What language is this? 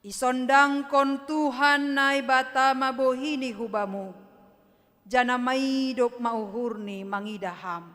Batak Simalungun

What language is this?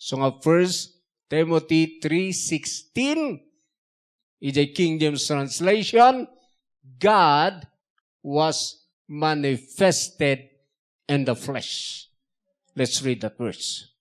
Iloko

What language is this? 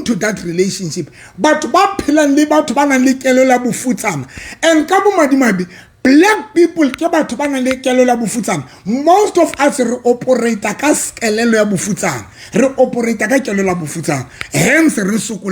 Southern Sotho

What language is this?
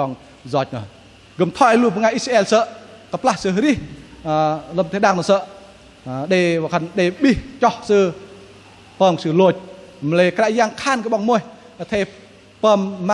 Bahnar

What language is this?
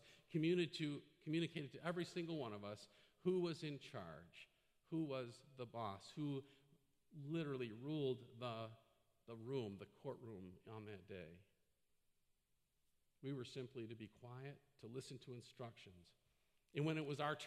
English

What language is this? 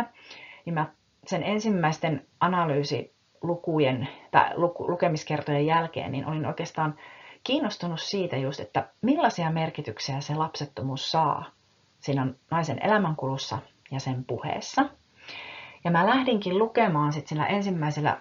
Finnish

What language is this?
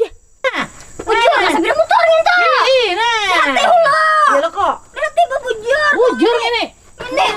Banjar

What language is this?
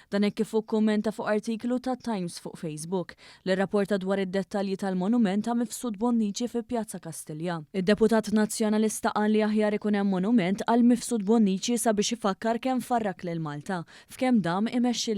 Maltese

